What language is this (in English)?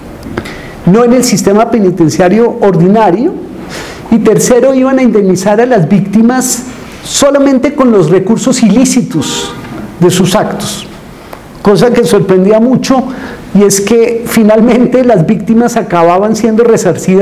Spanish